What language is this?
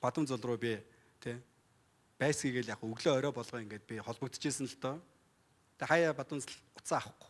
Mongolian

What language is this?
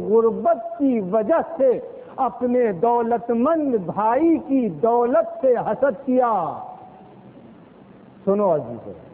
Urdu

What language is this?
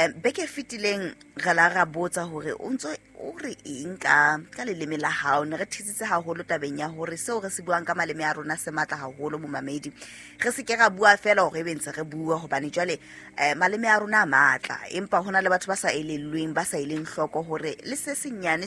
Southern Sotho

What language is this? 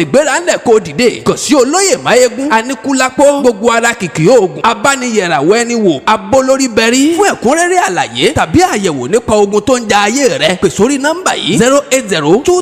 Yoruba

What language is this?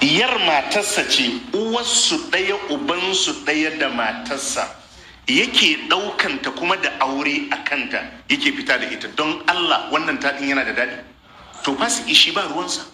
Hausa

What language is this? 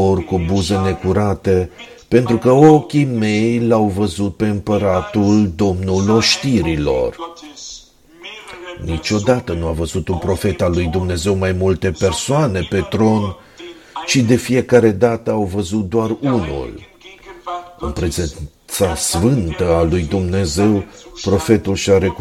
Romanian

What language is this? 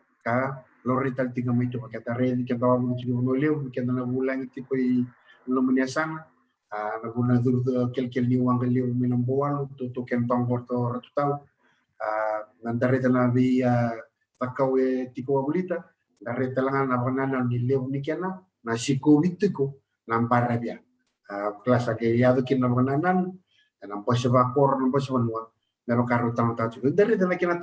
Fijian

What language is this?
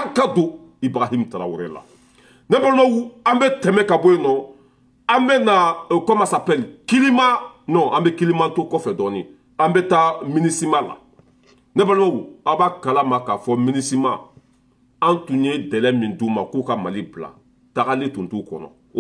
Bambara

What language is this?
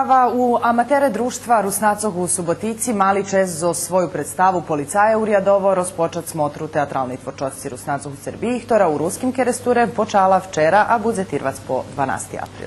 Rusyn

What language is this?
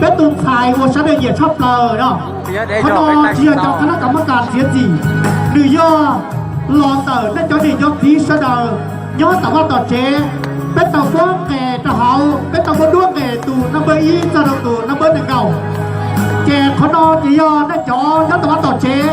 Hmong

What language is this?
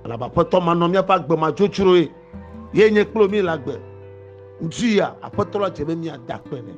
Ewe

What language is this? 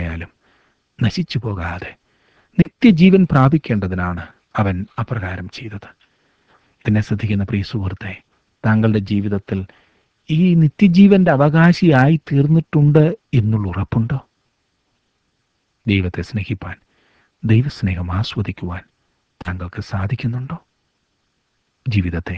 Malayalam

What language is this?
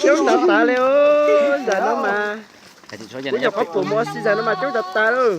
Hmong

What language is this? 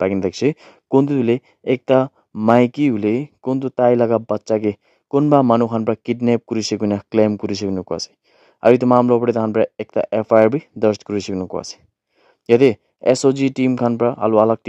Naga Pidgin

